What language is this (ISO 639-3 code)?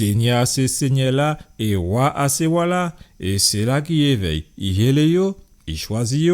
gcf